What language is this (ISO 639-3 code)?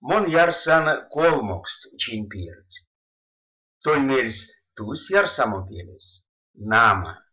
myv